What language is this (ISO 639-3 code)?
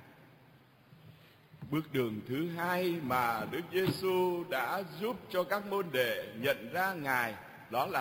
vie